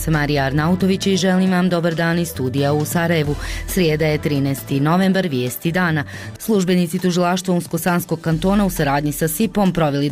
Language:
Bosnian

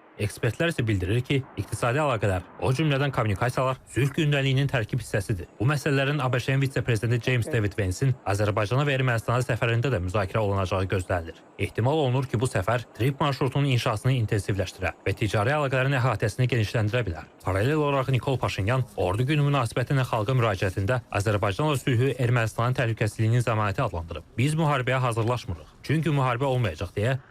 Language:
Azerbaijani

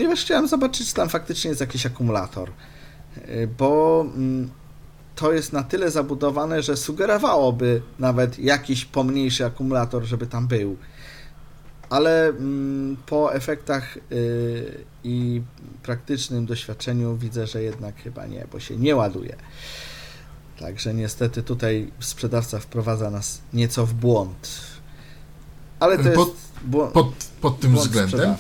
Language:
Polish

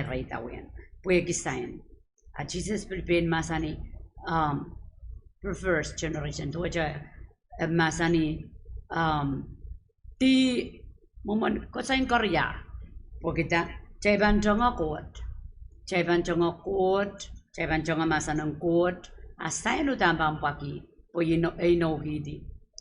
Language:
Pohnpeian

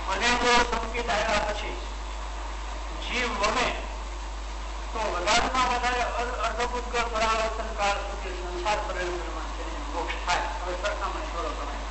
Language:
Gujarati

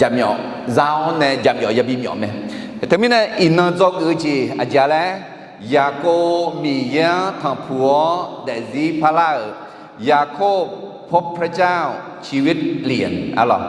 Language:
Akha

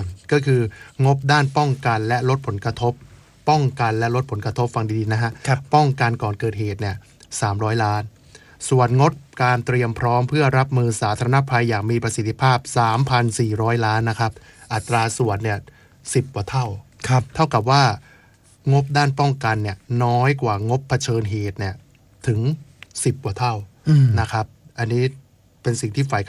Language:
Thai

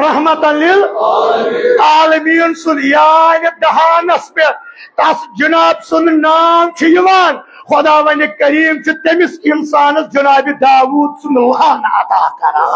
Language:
Kashmiri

